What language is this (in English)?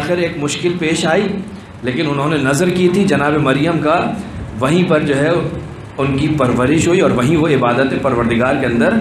Urdu